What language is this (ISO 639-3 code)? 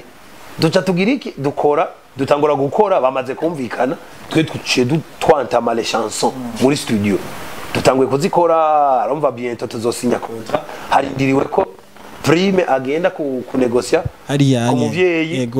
run